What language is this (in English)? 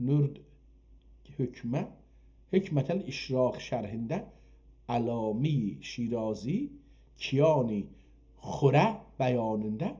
South Azerbaijani